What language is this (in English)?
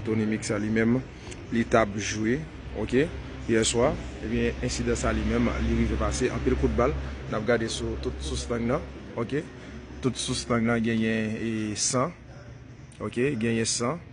Haitian Creole